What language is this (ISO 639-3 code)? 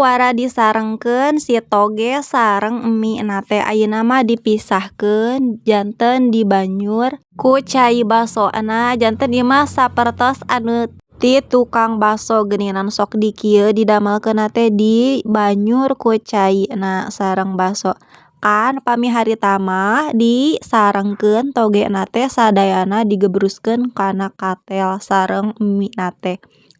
sun